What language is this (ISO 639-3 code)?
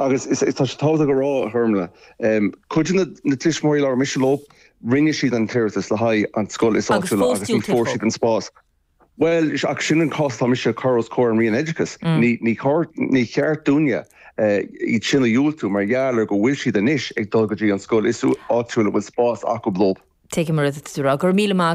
gle